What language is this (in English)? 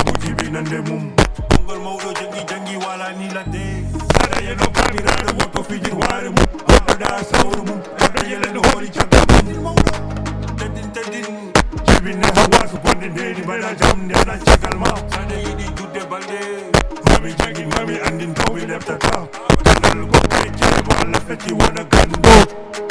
Fula